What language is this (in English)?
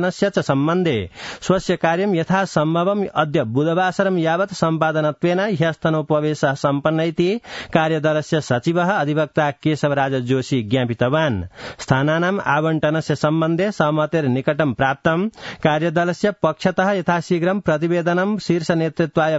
Sanskrit